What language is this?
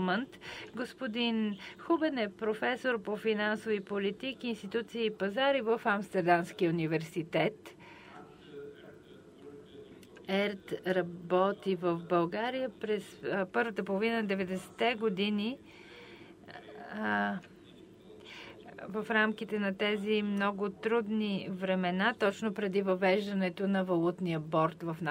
Bulgarian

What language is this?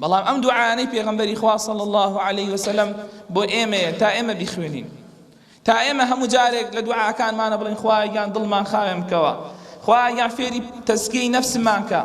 Central Kurdish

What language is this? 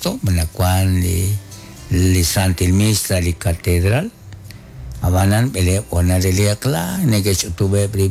Kekchí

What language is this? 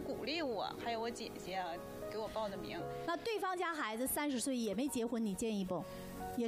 Chinese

